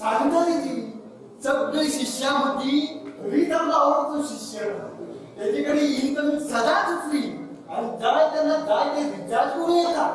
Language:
Konkani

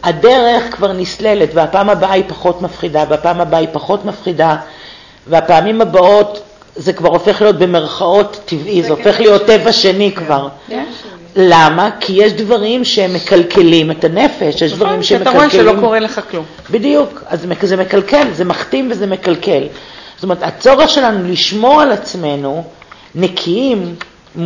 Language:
Hebrew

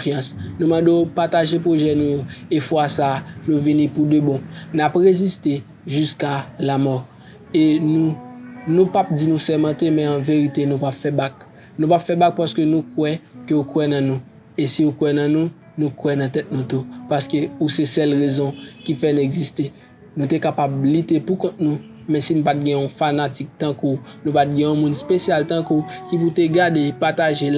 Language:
Haitian Creole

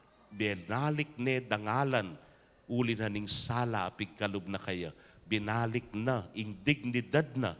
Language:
Pampanga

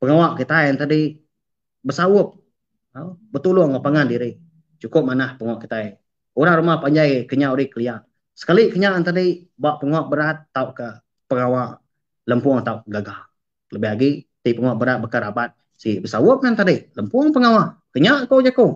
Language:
Iban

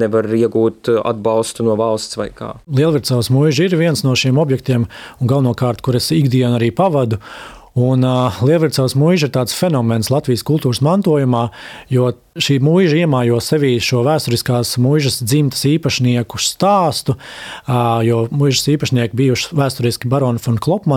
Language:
Latvian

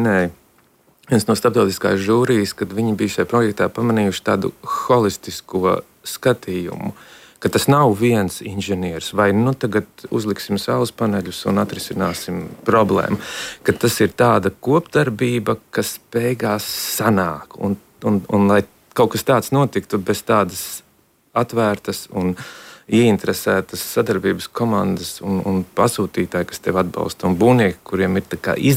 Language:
Latvian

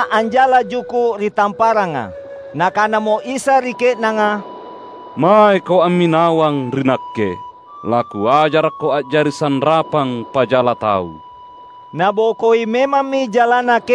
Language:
Makasar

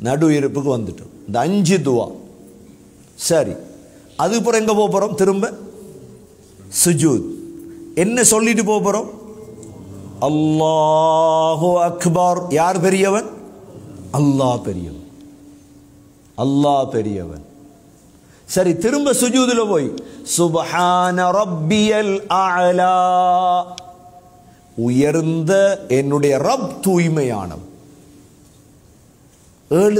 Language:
Tamil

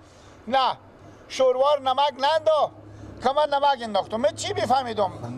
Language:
Persian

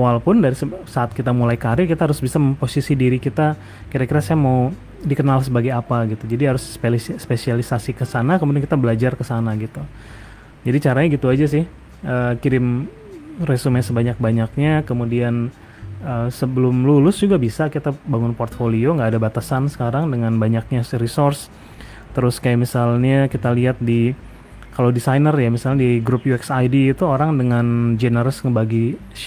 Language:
Indonesian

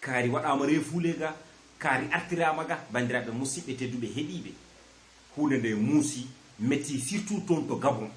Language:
Fula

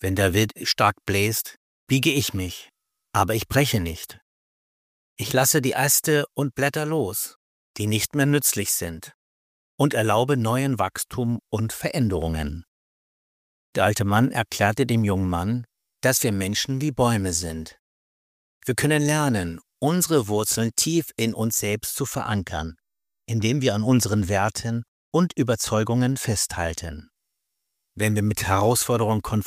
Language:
German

